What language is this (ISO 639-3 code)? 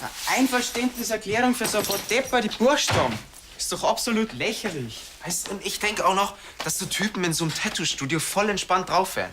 bar